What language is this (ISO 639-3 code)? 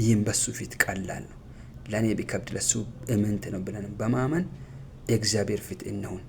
amh